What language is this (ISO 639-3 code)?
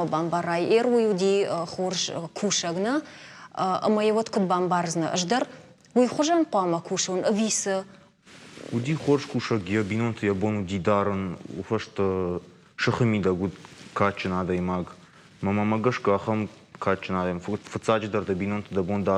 oss